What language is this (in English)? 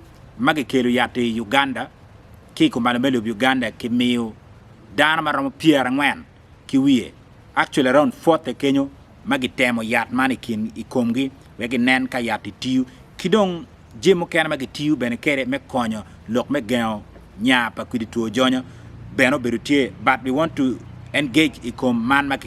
Acoli